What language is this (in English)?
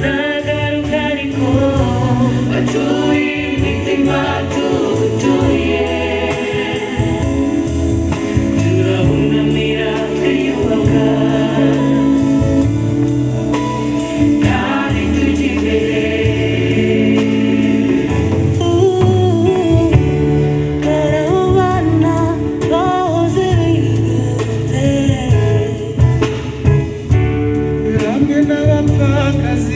Kinyarwanda